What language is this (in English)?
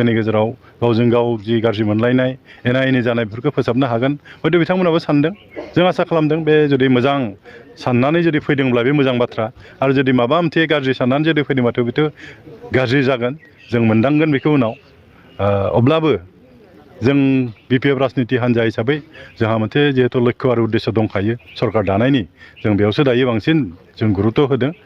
Bodo